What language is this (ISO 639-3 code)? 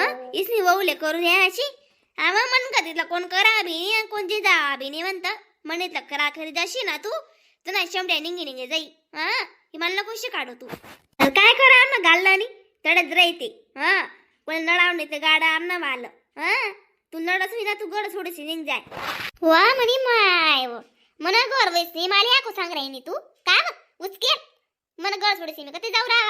khn